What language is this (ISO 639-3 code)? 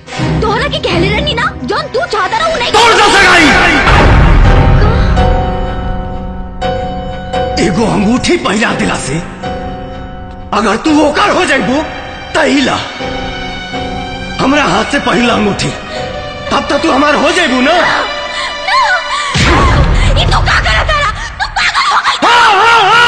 bho